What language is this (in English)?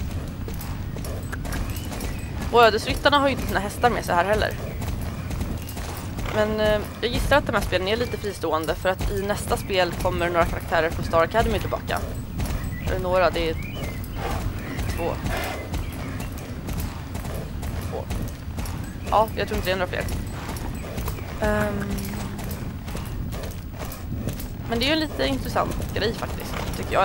Swedish